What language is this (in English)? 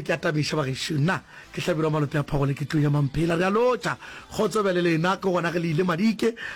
Northern Sotho